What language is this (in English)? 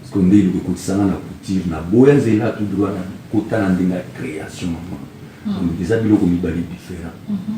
Lingala